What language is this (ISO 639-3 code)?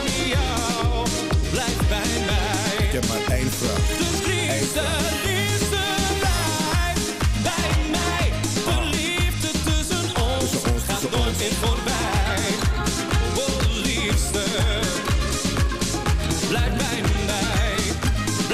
nld